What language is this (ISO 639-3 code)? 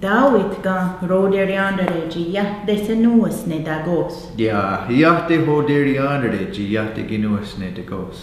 moh